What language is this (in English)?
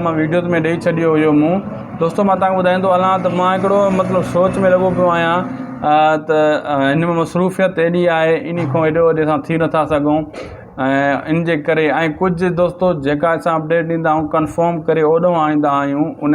Sindhi